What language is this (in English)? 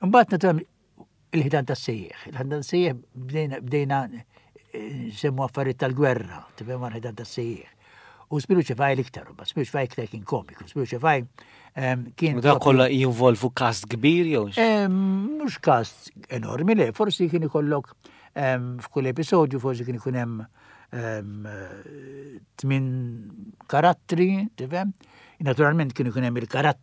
Maltese